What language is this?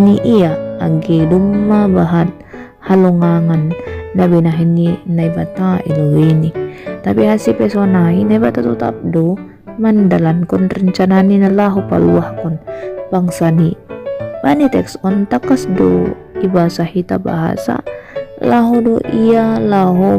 Batak Simalungun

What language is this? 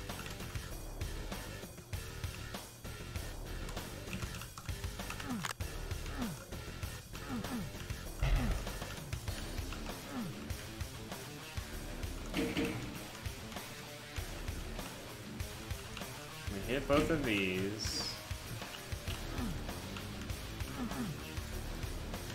English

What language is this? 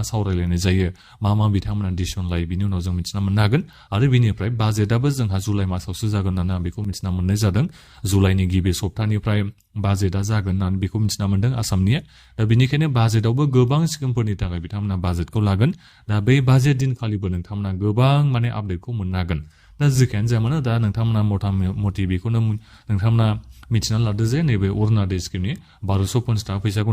Bodo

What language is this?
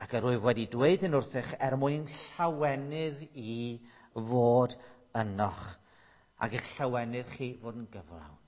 Welsh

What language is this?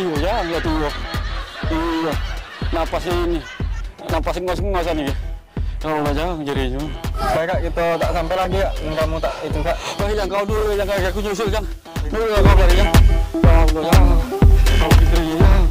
Musi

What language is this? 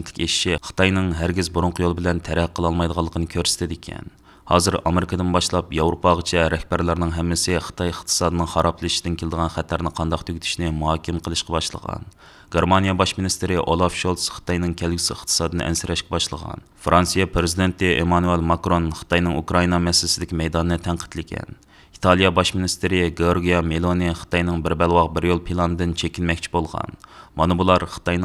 Uyghur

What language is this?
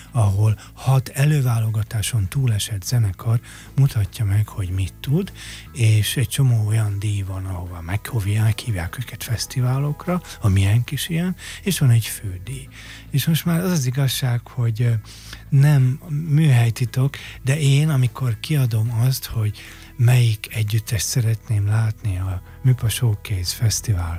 Hungarian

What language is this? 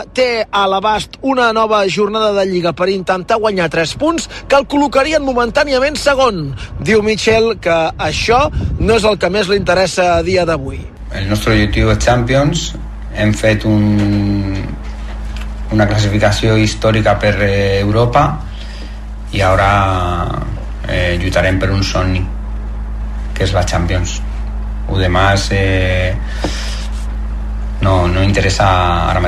Catalan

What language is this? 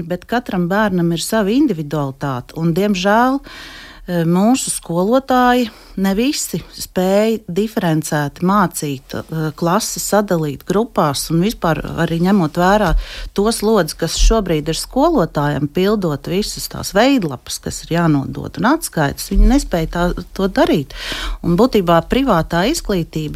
Latvian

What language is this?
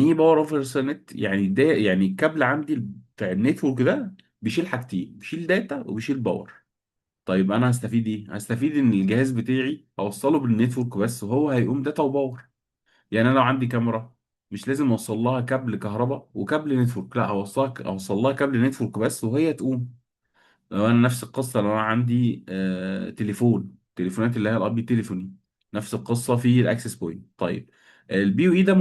Egyptian Arabic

